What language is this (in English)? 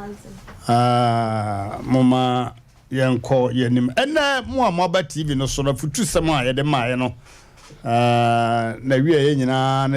Akan